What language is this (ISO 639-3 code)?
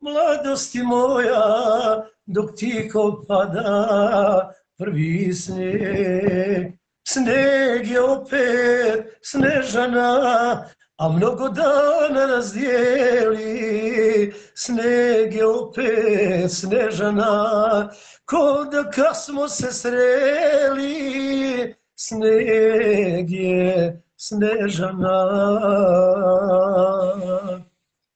bos